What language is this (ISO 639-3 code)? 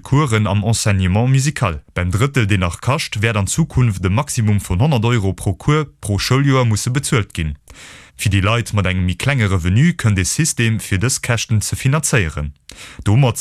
ltz